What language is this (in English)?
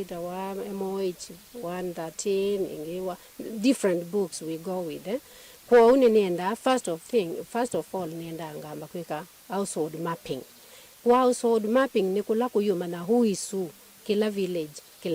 Kamba